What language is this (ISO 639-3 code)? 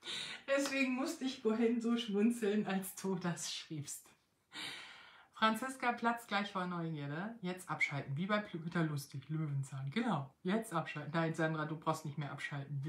deu